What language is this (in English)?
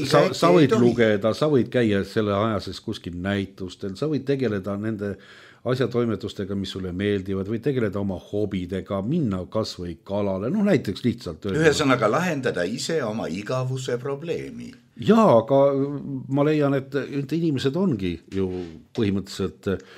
Estonian